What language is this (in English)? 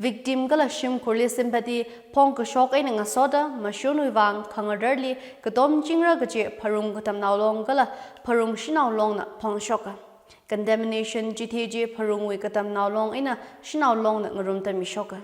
Tangkhul Naga (India)